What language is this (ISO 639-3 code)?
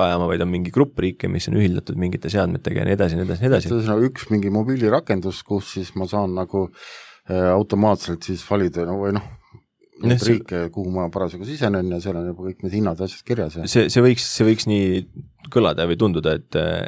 est